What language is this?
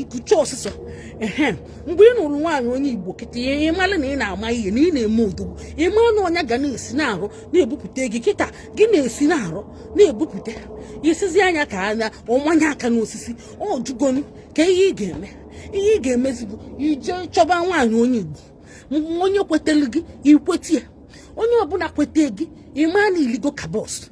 Igbo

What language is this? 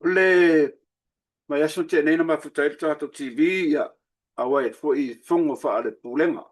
Samoan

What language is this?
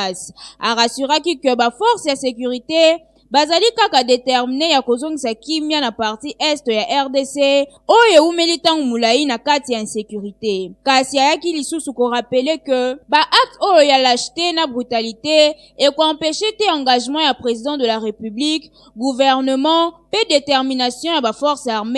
Lingala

